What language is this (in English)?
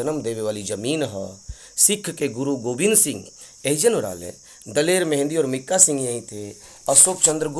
Bhojpuri